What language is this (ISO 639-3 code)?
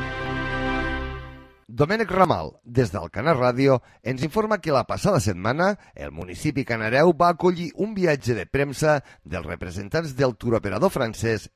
cat